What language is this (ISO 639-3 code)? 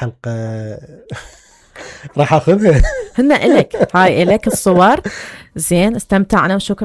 acm